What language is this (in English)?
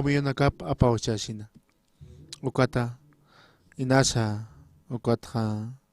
Aymara